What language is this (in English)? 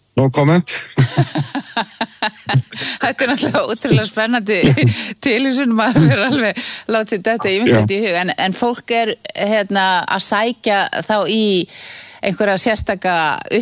Icelandic